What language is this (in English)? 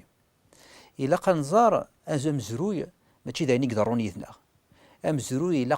Kabyle